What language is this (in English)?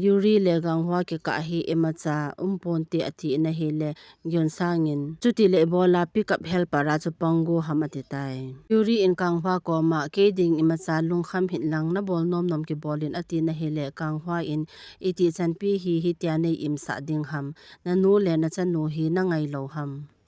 Thado Chin